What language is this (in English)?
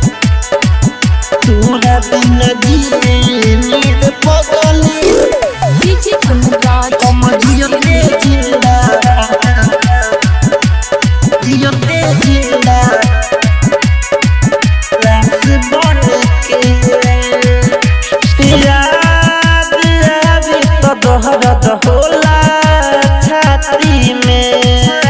Bhojpuri